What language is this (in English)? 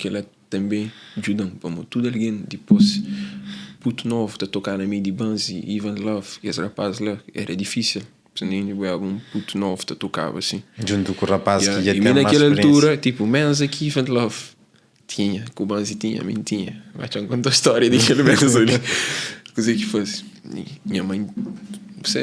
Kabuverdianu